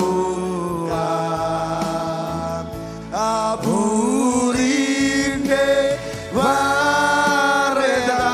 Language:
Marshallese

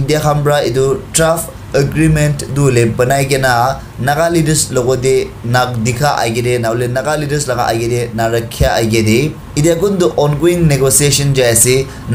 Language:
Naga Pidgin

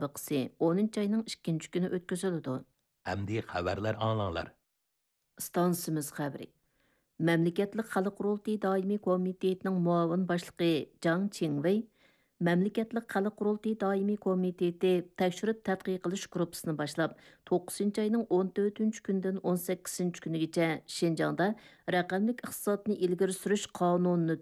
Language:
Uyghur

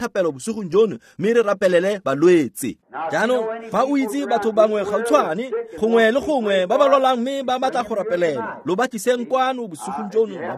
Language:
Tswana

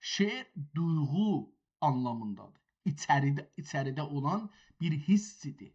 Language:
South Azerbaijani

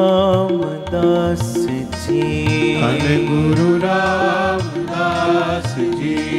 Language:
Punjabi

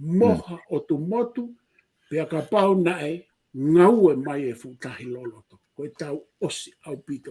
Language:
Tongan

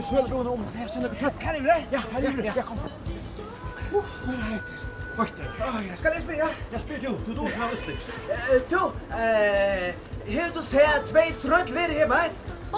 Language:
Faroese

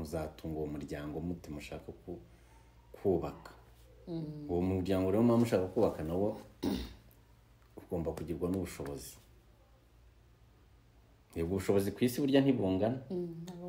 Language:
Kinyarwanda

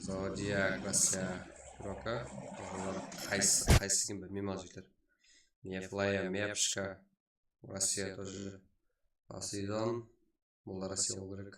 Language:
Kara-Kalpak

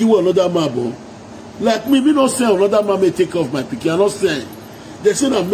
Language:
Nigerian Pidgin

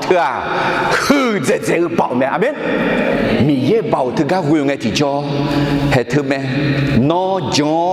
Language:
Akha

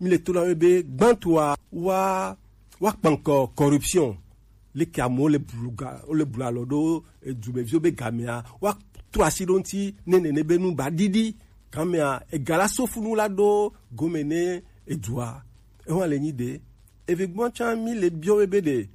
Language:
Gen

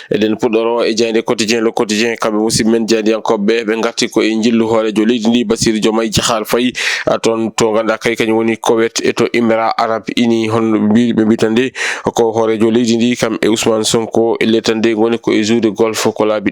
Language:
Fula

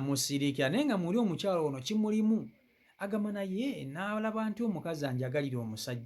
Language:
Ganda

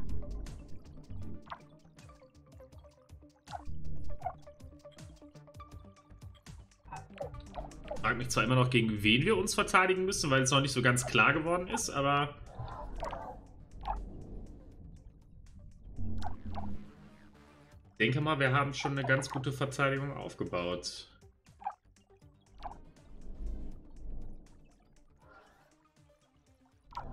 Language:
German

